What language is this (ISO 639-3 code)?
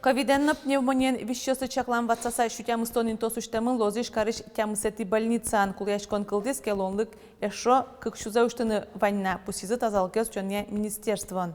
udm